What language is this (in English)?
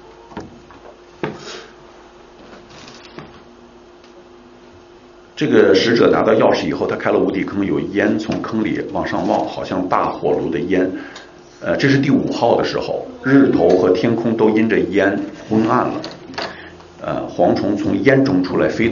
Chinese